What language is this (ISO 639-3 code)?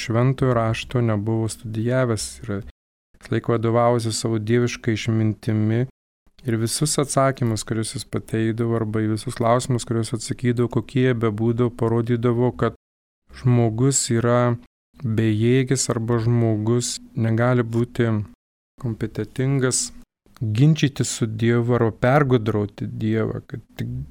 lit